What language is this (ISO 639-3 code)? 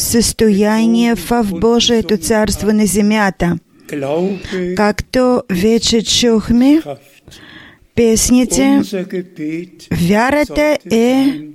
bul